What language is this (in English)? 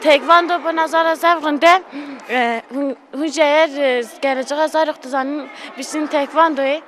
Kurdish